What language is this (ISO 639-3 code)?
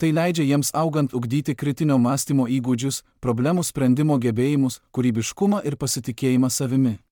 lit